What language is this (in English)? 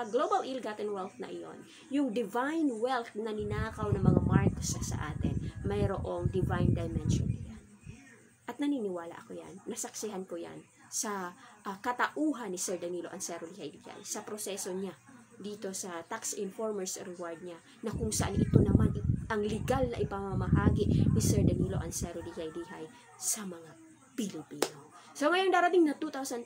Filipino